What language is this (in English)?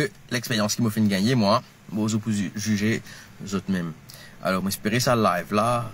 Morisyen